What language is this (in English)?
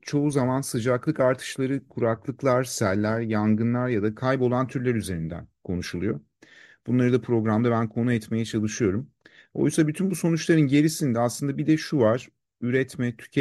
Turkish